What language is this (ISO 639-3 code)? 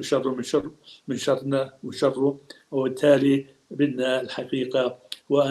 apc